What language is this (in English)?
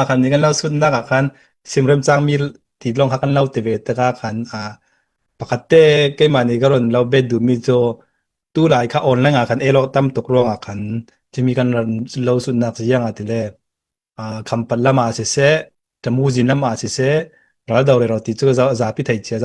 Falam Chin